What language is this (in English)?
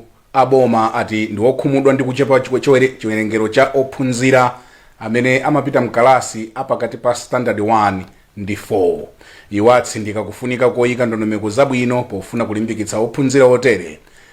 Nyanja